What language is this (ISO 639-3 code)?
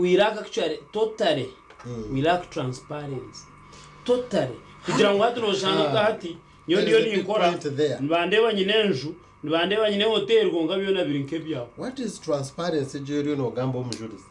nyn